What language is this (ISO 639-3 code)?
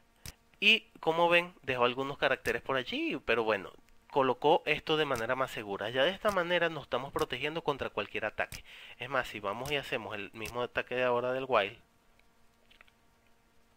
spa